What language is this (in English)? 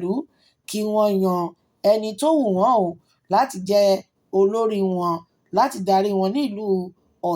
Yoruba